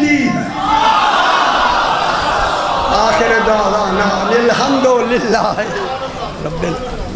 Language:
Urdu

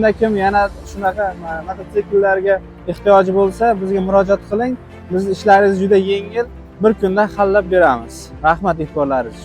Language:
Uzbek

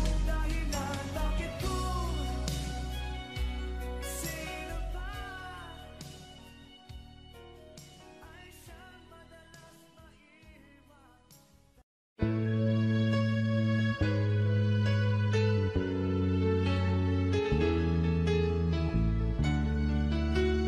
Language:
Filipino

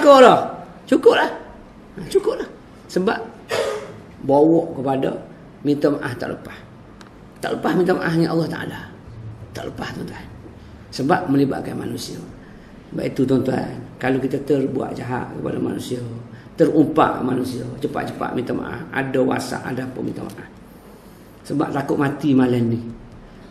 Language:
Malay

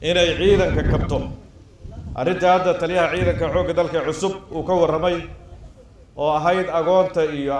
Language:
Somali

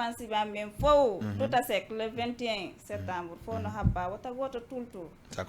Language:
Fula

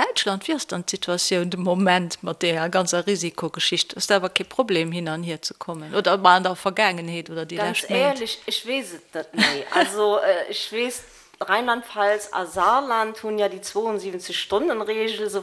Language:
Luxembourgish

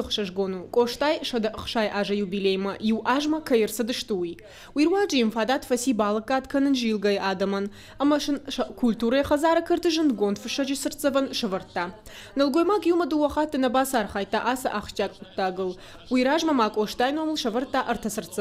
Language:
Ossetic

